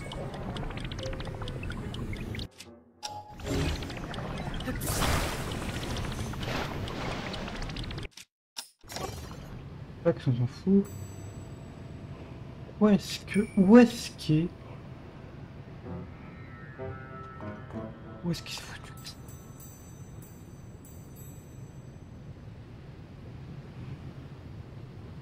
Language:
French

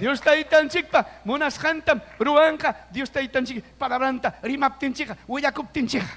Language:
Ayacucho Quechua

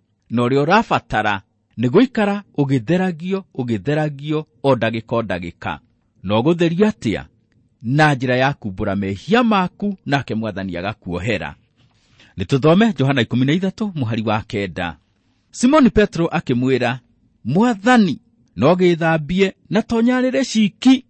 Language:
Kikuyu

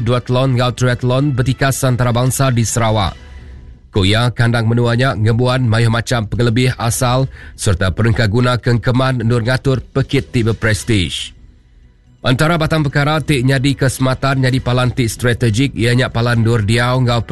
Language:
Iban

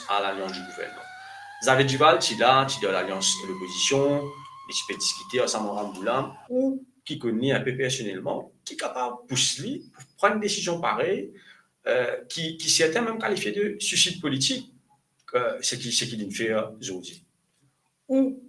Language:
Morisyen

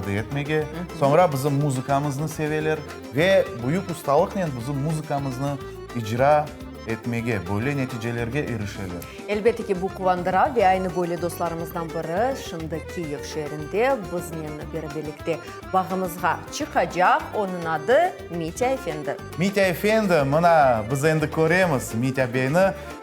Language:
Crimean Tatar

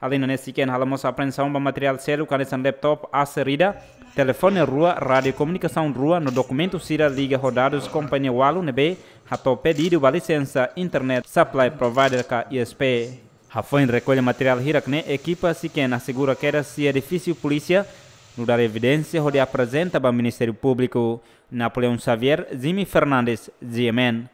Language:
Tetum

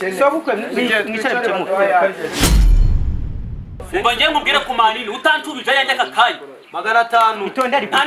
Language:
Kinyarwanda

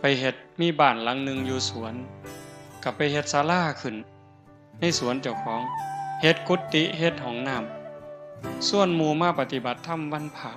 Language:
Northeastern Thai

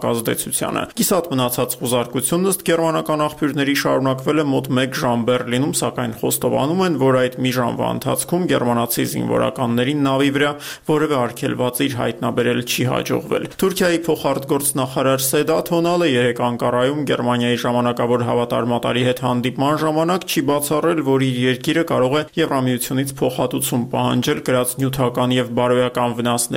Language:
Armenian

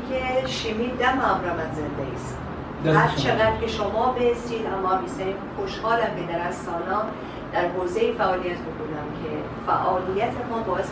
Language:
Gilaki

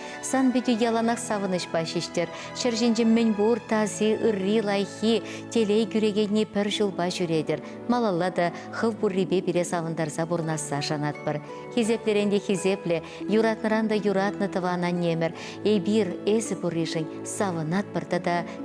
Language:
Chuvash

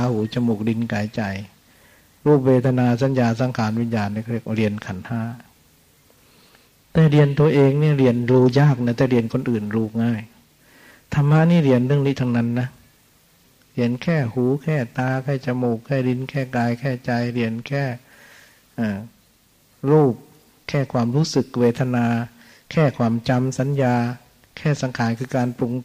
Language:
Thai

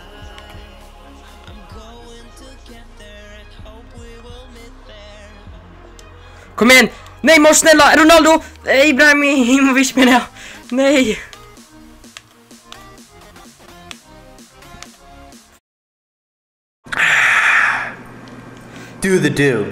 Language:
Swedish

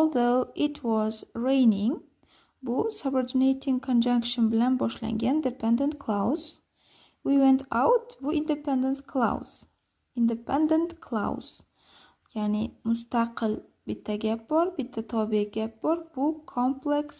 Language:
Uzbek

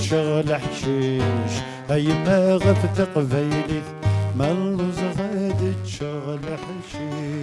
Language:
Kabyle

